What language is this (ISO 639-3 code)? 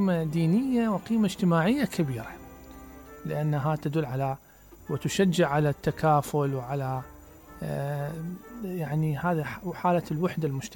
acm